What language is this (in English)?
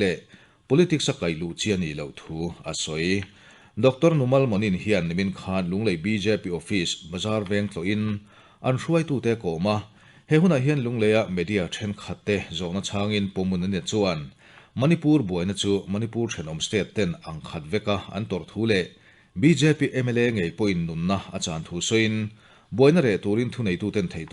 Mizo